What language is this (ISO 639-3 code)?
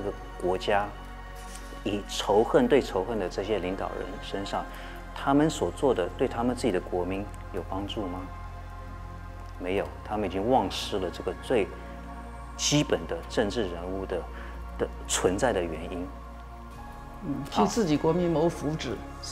zho